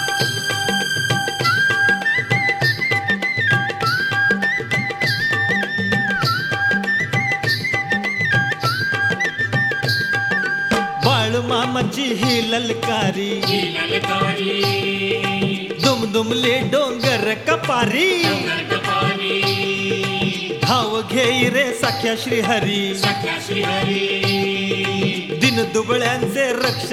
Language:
Marathi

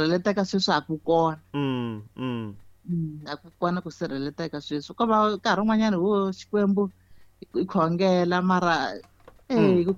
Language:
Tsonga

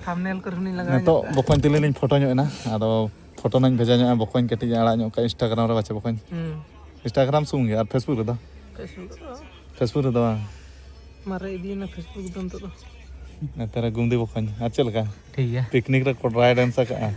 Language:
Santali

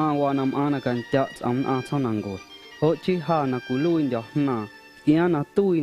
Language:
Guerrero Amuzgo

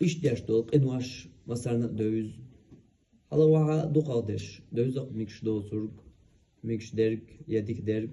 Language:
Chechen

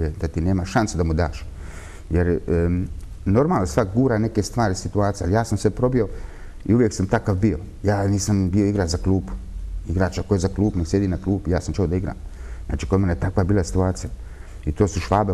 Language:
Bosnian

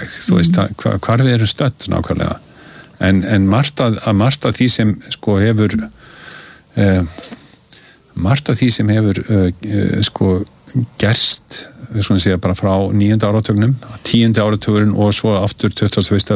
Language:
Icelandic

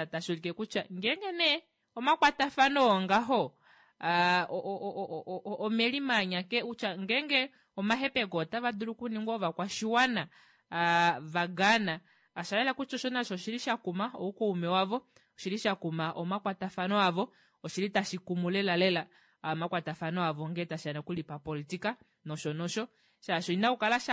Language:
Kuanyama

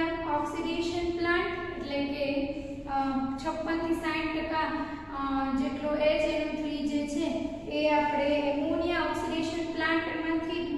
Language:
Gujarati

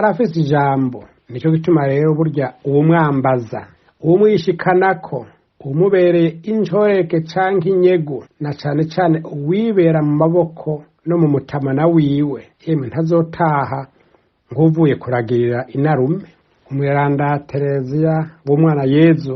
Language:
Rundi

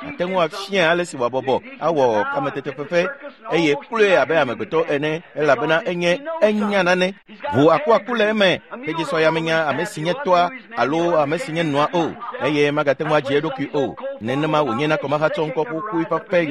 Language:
Ewe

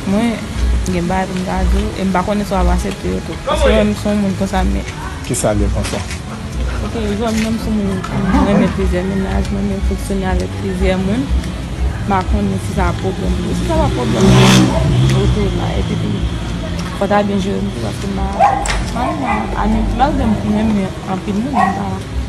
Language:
Haitian Creole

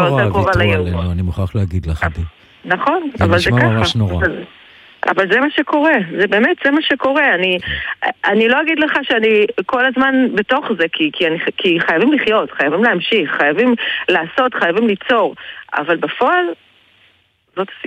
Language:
Hebrew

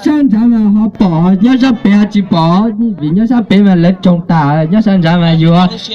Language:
Hmong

